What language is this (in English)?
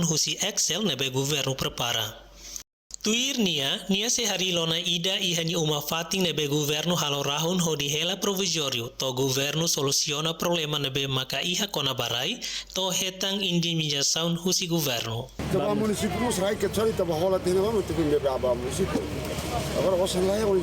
Tetum